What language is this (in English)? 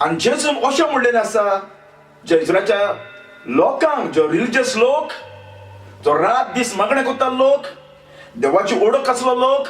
Konkani